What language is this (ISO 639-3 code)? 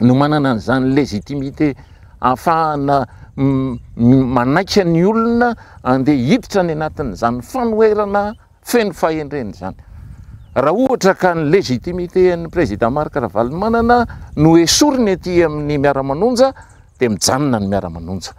mlg